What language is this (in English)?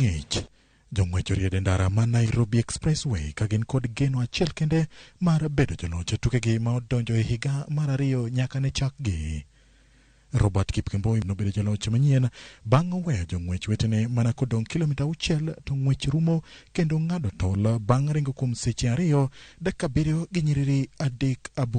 Luo (Kenya and Tanzania)